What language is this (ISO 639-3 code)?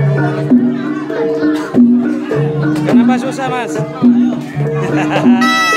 ind